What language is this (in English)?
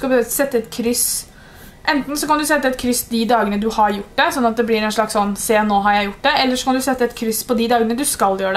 Norwegian